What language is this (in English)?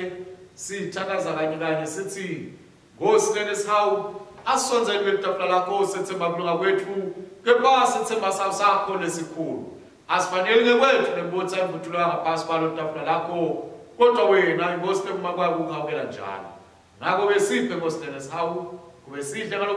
Swati